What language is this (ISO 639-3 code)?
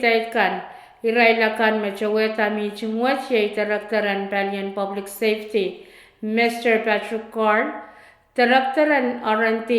pon